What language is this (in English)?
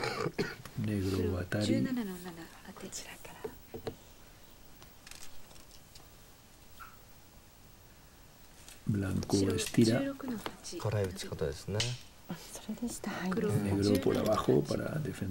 Japanese